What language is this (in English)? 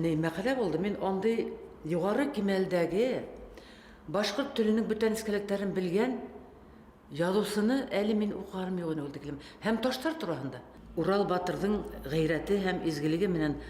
Bashkir